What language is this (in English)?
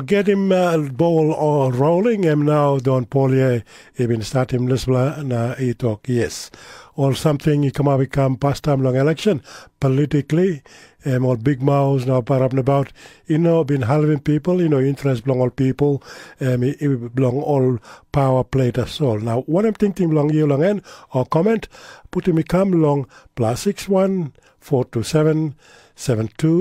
Tok Pisin